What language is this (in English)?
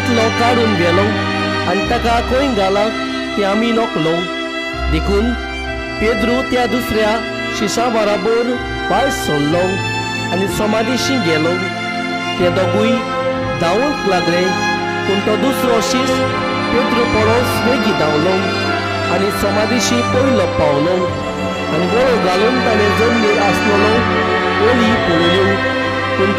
Konkani